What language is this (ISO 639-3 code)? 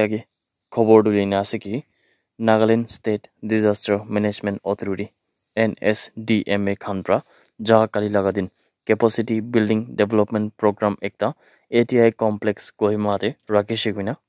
nag